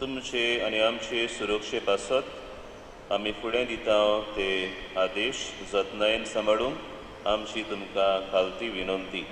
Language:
Konkani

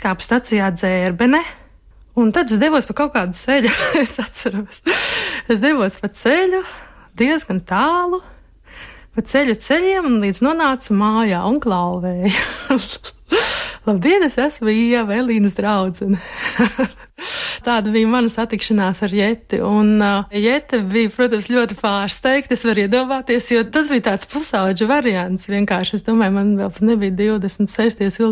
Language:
Latvian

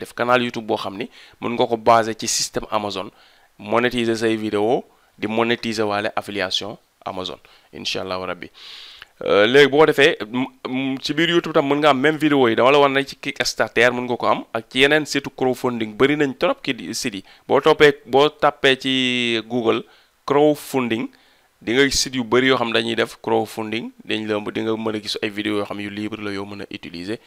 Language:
Wolof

